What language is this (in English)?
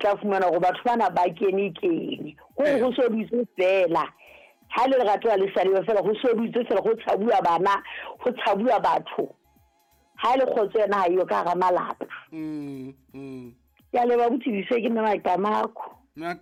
Southern Sotho